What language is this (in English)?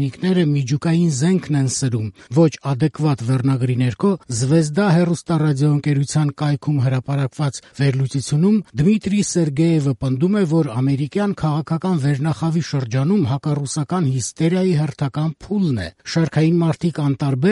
Armenian